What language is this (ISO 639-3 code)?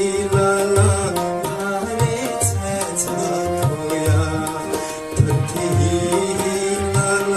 new